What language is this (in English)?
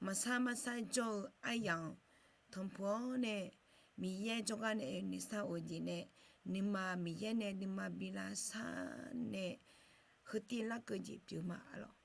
Akha